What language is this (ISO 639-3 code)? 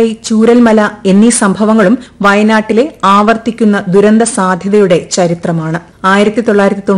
mal